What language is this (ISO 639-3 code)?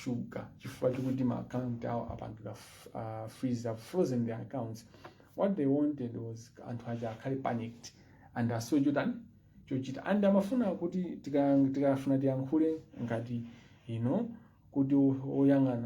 nya